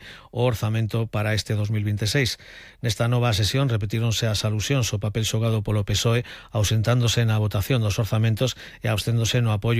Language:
Galician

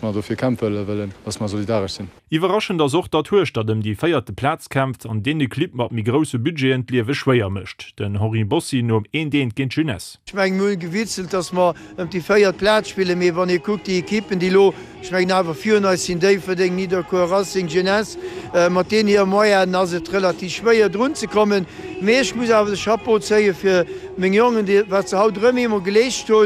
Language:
Luxembourgish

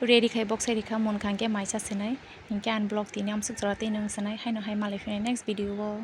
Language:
Kok Borok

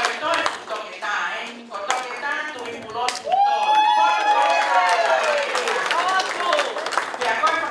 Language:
Tongan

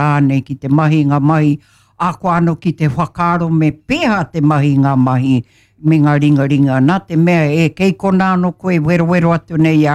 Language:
Māori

